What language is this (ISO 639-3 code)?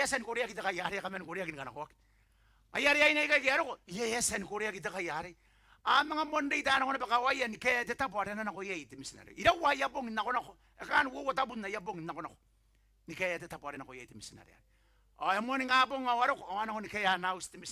gil